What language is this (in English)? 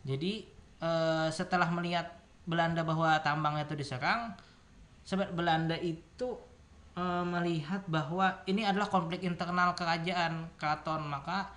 Banjar